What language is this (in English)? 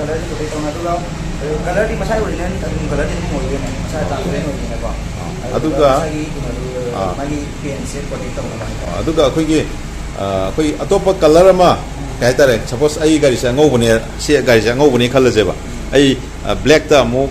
Manipuri